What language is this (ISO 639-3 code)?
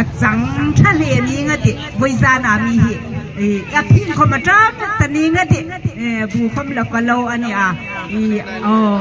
hmr